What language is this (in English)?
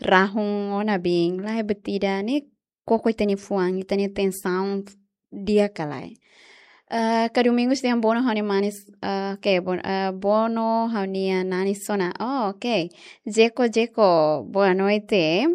Tetum